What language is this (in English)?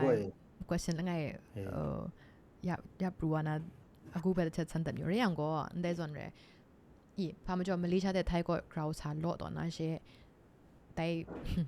Kachin